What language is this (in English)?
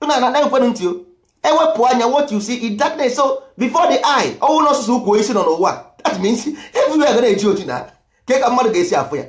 Igbo